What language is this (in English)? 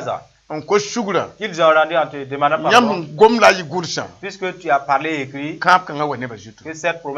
Mossi